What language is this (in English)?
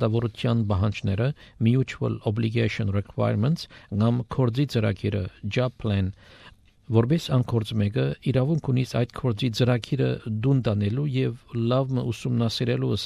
Armenian